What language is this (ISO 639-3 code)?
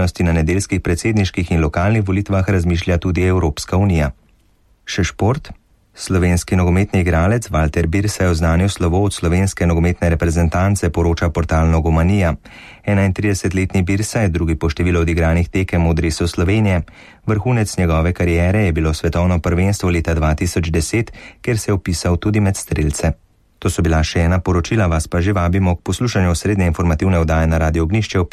slv